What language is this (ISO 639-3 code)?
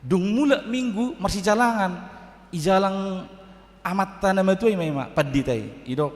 bbc